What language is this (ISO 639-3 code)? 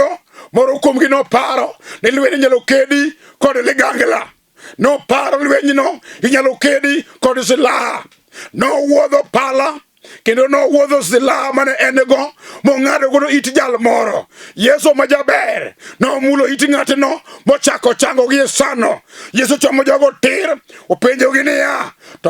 luo